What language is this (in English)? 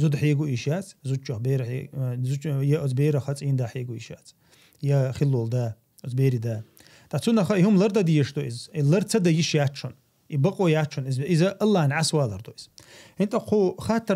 Chechen